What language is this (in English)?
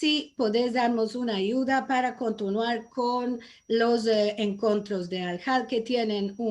Ladino